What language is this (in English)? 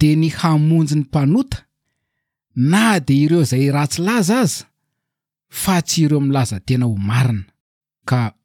Malagasy